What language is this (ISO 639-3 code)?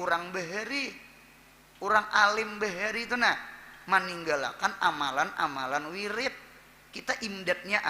bjn